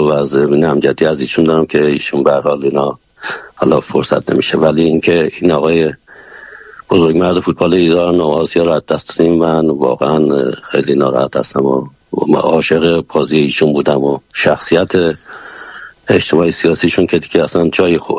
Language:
Persian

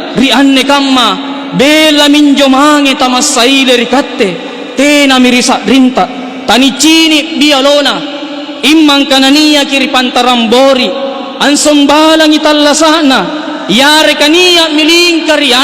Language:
Makasar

